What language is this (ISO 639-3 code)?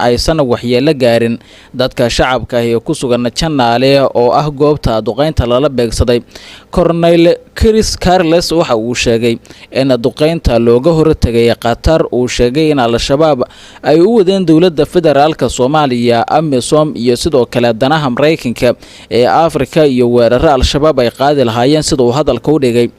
som